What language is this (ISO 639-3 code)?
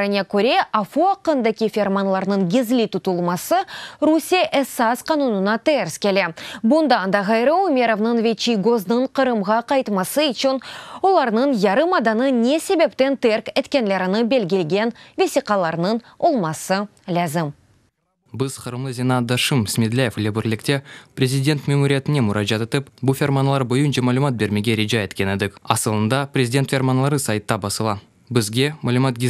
crh